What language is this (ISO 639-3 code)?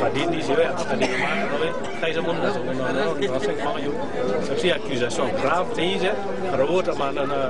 mlg